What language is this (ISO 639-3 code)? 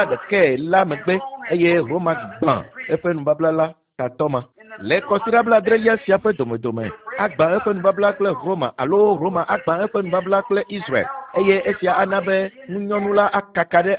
ewe